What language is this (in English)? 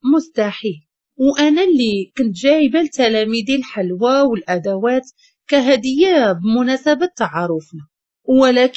Moroccan Arabic